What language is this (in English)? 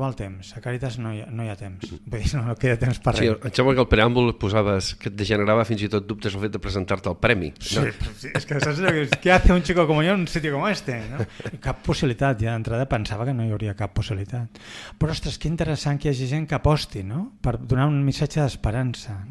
Catalan